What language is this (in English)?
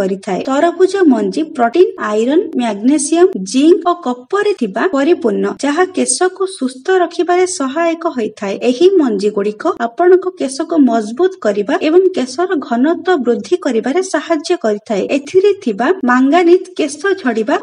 Odia